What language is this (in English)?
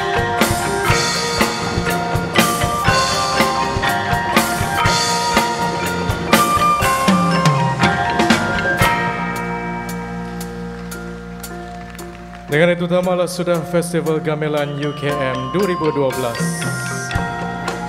Malay